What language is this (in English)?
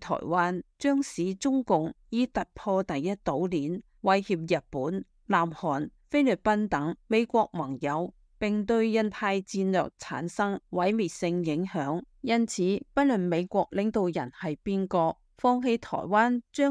Cantonese